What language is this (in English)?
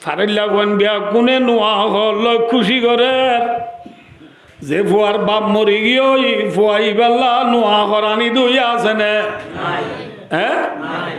Rohingya